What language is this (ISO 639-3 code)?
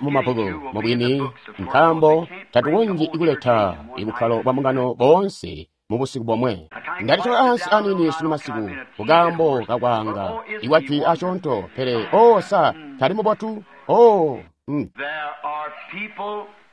toi